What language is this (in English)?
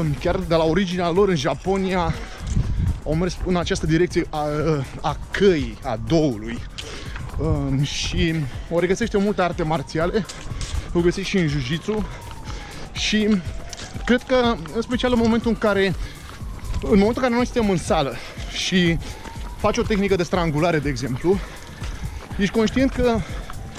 Romanian